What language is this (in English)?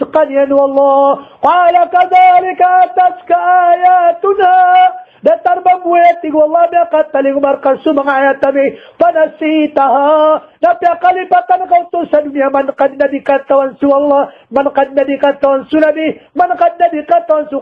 Maranao